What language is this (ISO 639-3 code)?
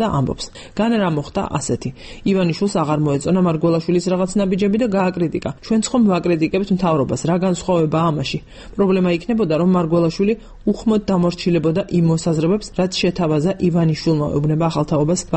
kat